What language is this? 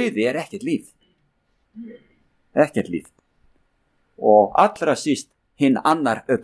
Icelandic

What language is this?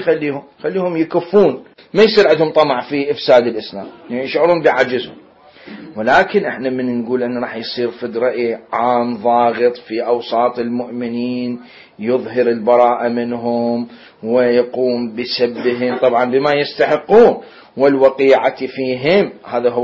Mesopotamian Arabic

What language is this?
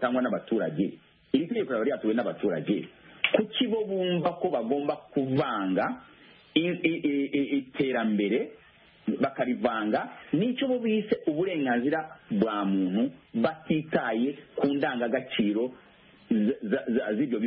Kinyarwanda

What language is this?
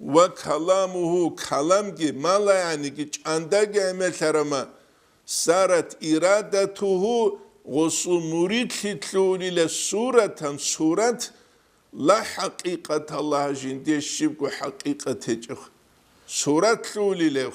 Avaric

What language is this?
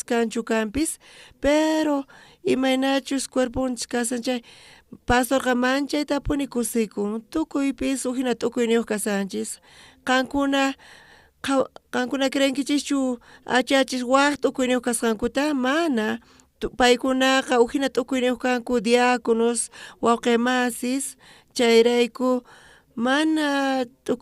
South Bolivian Quechua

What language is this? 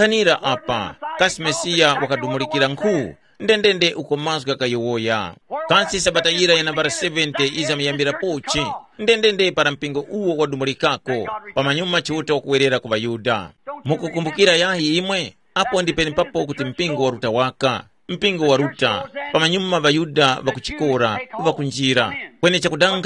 Tumbuka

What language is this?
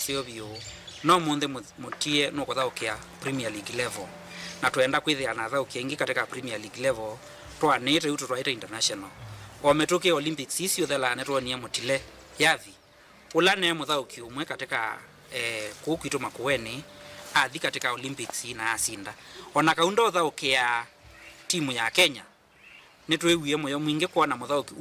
Kamba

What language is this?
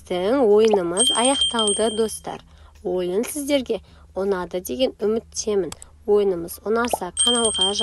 Kazakh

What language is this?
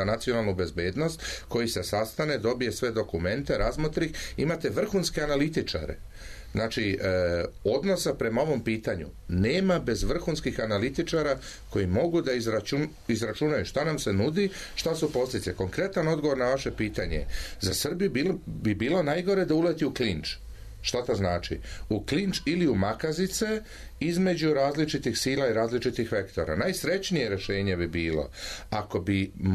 Serbian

